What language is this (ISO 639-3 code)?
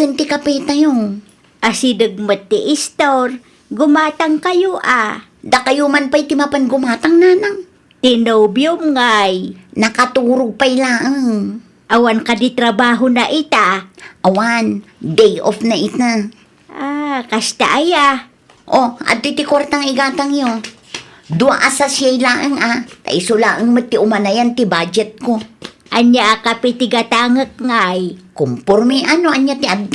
ilo